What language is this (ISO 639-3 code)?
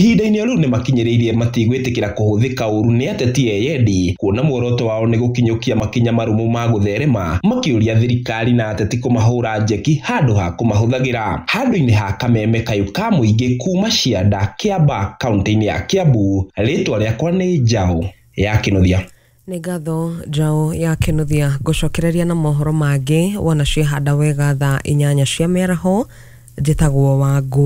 kik